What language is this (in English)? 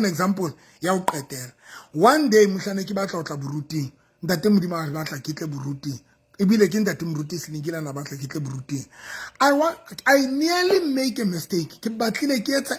Southern Sotho